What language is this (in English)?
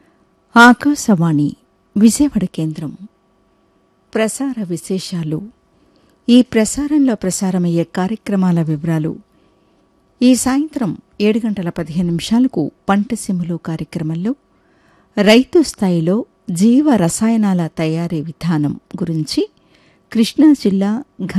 Telugu